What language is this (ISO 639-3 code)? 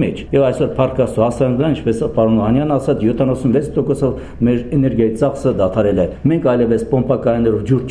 hye